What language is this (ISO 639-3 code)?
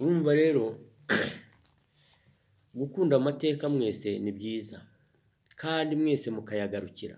kin